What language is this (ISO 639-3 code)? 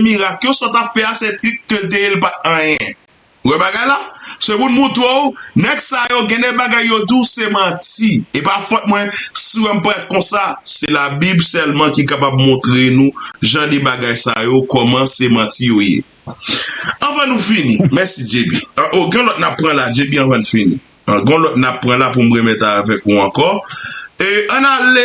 hat